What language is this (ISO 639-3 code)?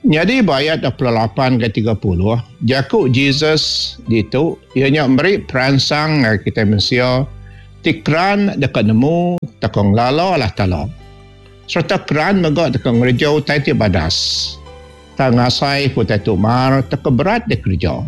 iba